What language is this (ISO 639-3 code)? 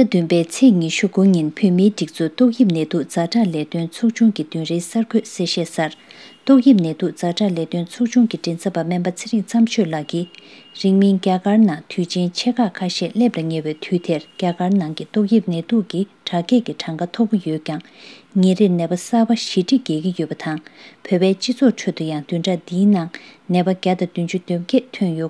bod